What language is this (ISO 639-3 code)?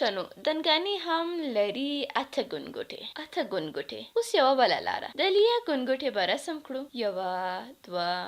pus